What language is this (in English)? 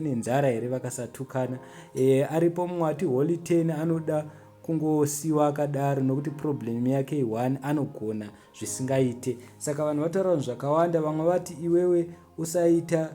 Shona